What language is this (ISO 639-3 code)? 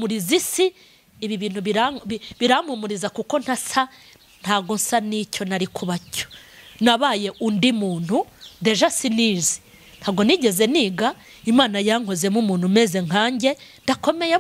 kin